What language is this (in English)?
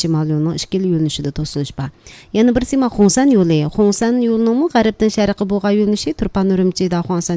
Uyghur